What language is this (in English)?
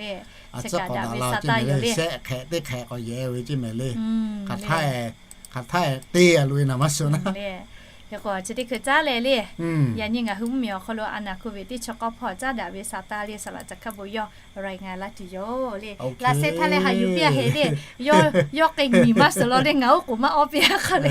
Lahu